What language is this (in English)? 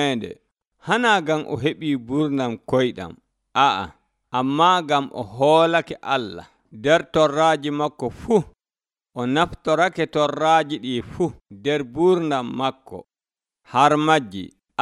Nigerian Fulfulde